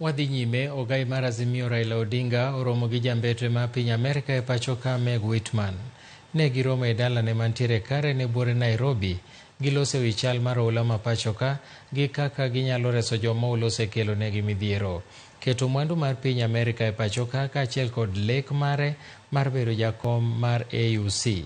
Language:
Luo (Kenya and Tanzania)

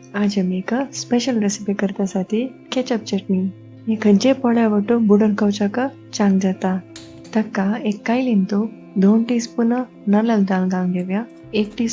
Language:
Konkani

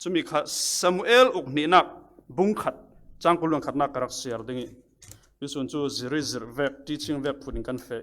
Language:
Falam Chin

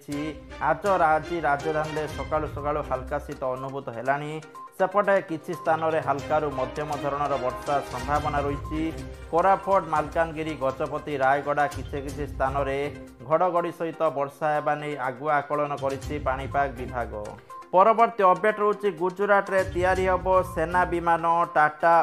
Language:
Odia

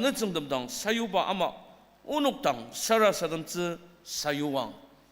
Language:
Ao Naga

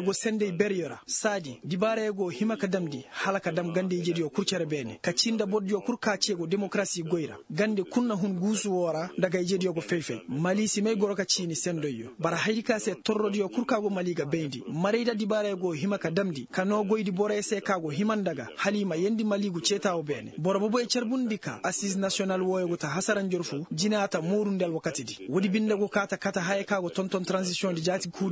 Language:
Koyraboro Senni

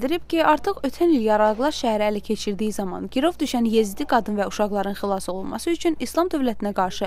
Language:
Azerbaijani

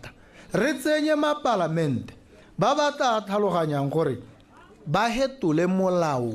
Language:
Tswana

